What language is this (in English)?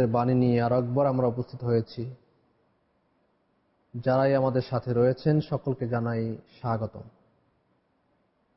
Bangla